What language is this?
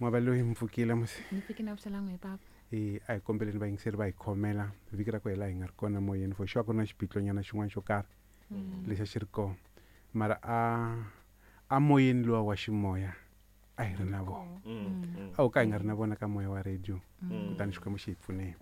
Tsonga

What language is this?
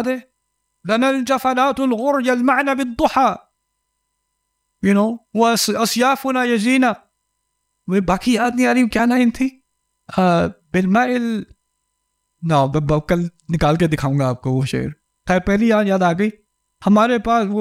Urdu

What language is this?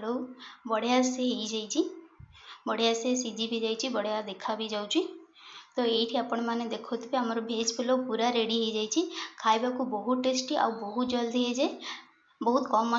Odia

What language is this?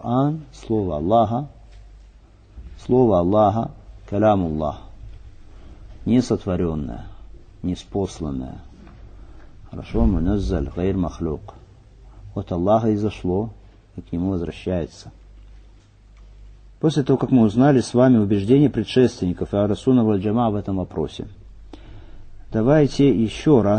Russian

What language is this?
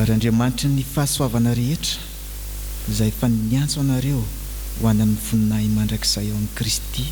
Malagasy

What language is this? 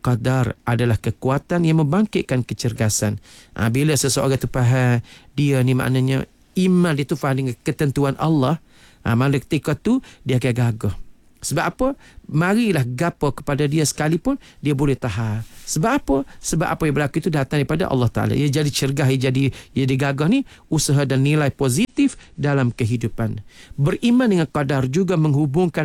Malay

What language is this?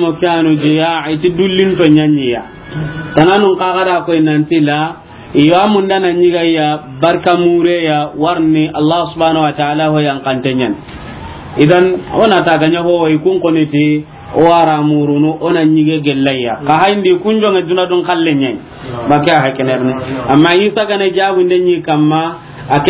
Soninke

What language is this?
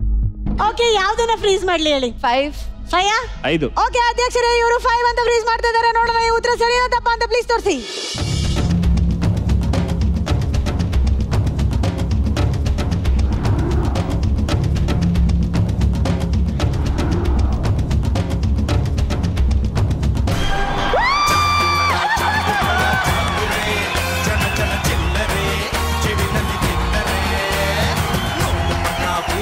Kannada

